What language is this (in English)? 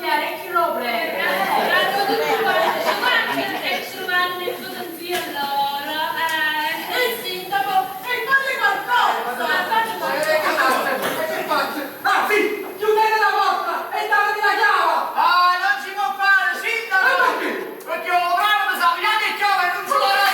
Neapolitan